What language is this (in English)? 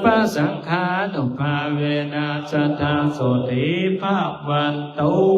Pali